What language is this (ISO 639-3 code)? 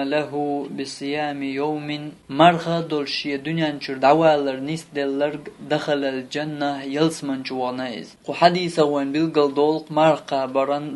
che